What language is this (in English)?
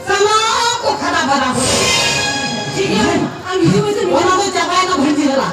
Santali